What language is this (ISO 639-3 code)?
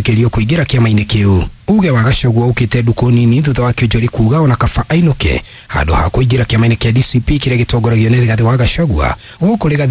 kik